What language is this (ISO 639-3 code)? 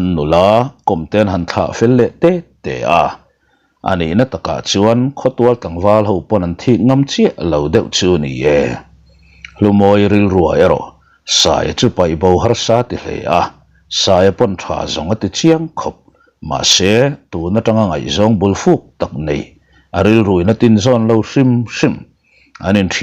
lus